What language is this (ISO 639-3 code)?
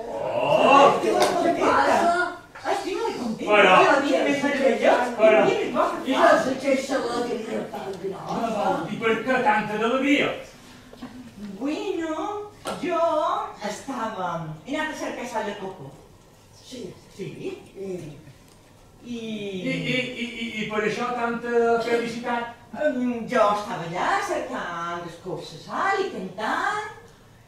cat